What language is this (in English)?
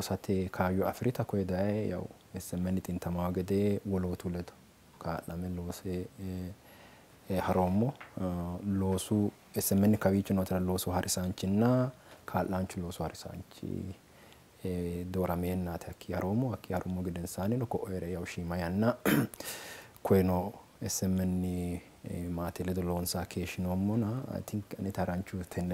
Sidamo